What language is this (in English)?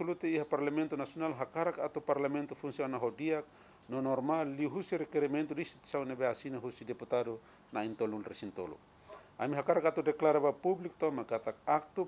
Tetum